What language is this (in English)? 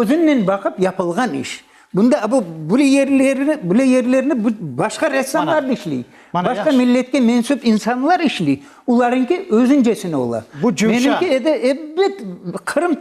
Crimean Tatar